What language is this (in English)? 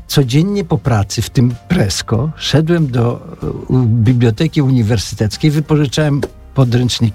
Polish